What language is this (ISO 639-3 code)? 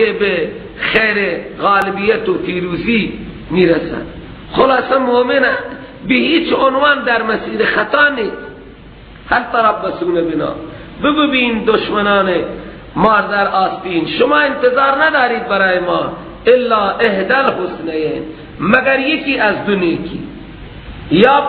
fas